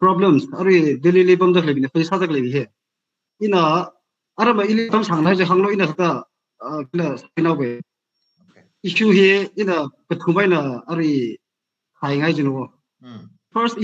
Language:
Tangkhul Naga (India)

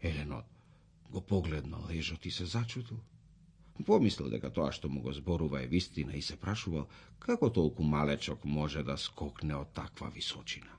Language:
Macedonian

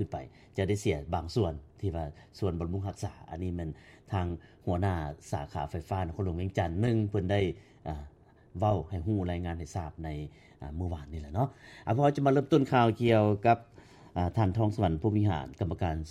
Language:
Lao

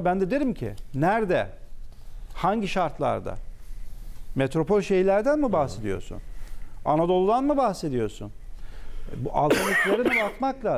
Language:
Turkish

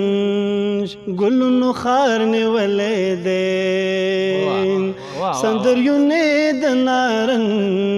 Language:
Pashto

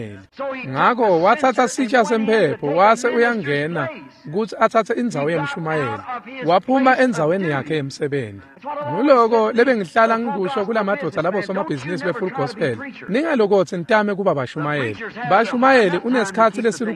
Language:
Swati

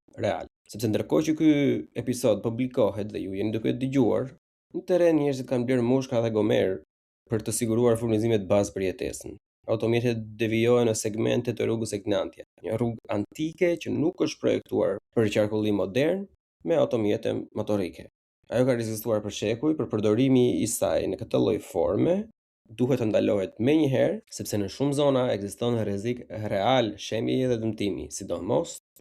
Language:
Albanian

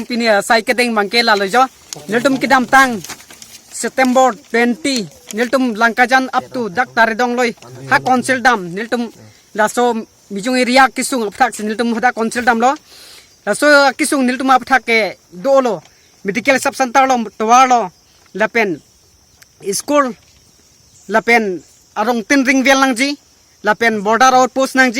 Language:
Karbi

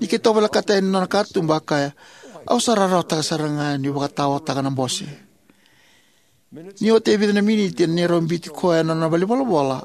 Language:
Fijian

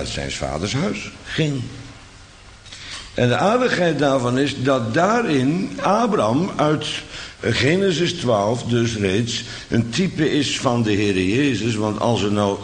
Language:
Dutch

